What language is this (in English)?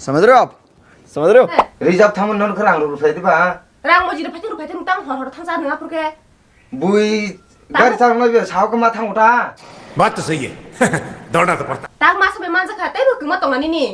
Kok Borok